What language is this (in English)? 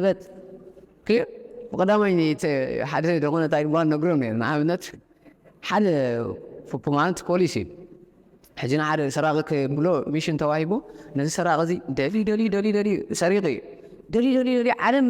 Tigrinya